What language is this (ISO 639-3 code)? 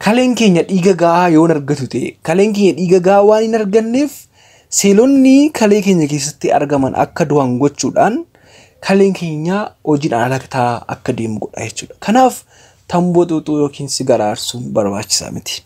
orm